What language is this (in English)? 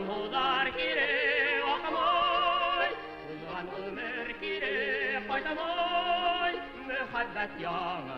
Bashkir